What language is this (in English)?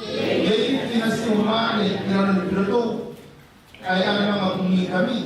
Gilbertese